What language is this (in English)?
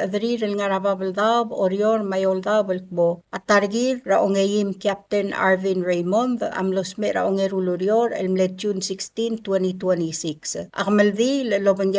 Palauan